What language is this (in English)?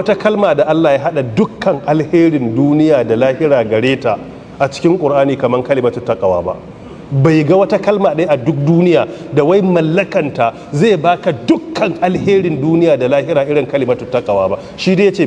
Hausa